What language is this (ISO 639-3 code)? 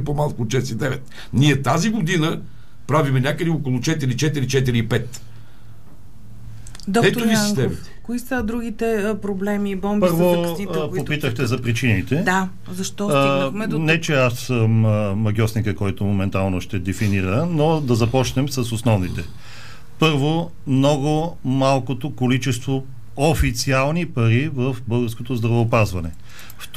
bul